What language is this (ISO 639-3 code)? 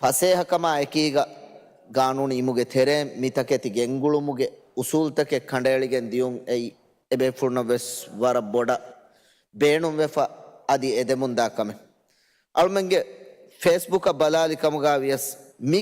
div